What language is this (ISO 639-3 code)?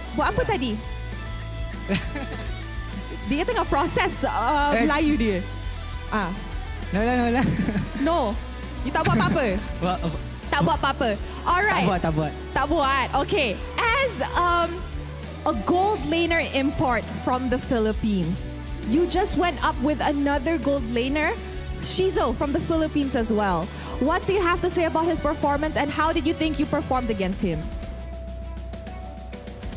msa